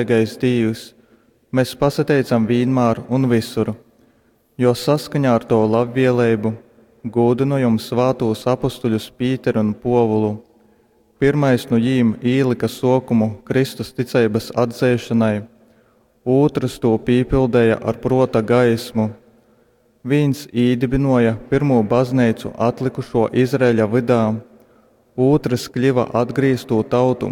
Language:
Latgalian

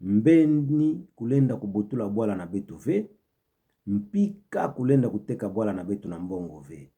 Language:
Kituba (Democratic Republic of Congo)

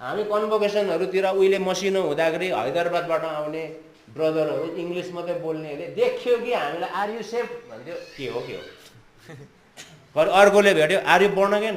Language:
Nepali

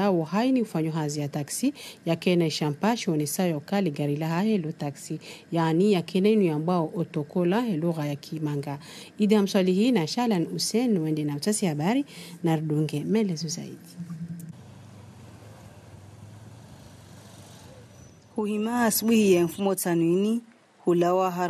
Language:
Swahili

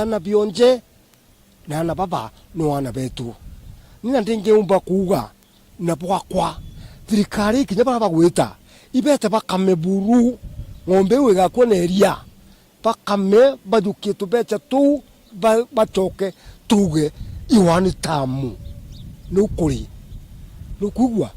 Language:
Meru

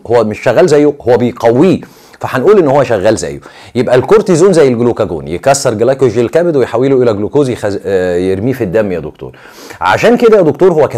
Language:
Egyptian Arabic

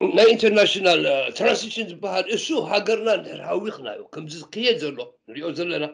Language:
Tigrinya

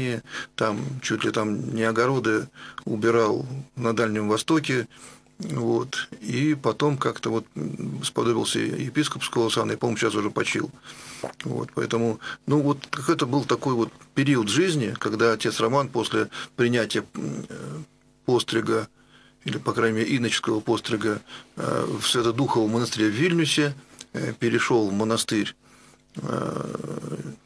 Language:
Russian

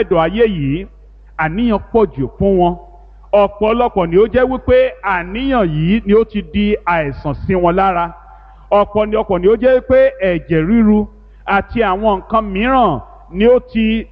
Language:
Yoruba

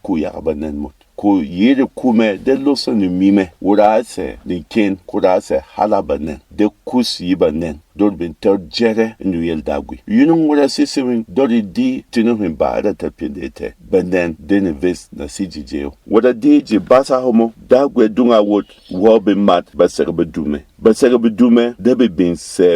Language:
Berom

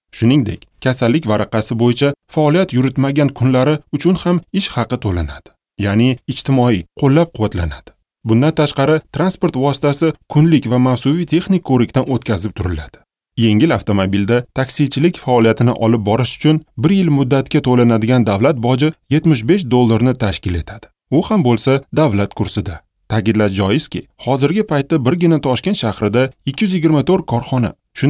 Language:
Uzbek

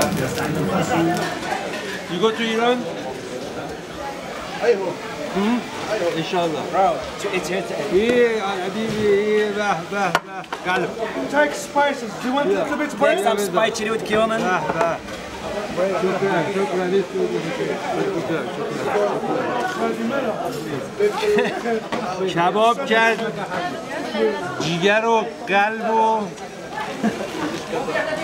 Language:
Persian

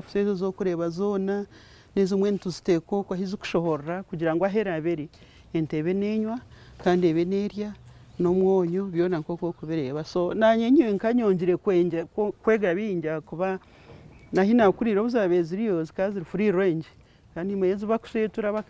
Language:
Nyankole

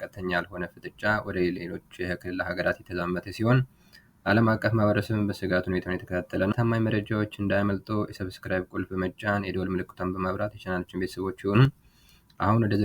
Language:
Amharic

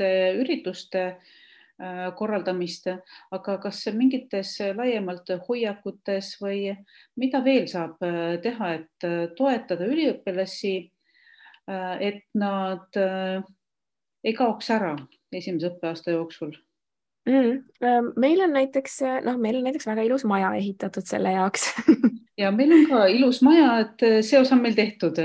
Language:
Estonian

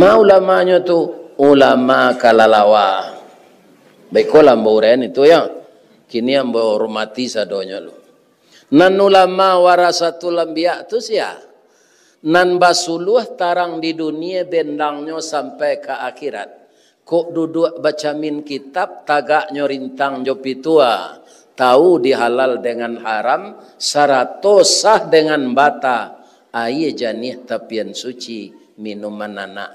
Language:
Minangkabau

